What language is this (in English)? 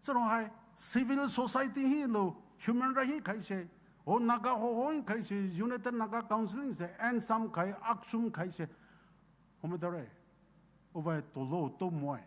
Poumei Naga